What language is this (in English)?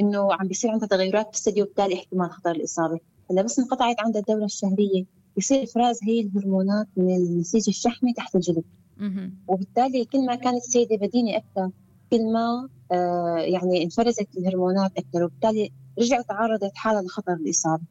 North Levantine Arabic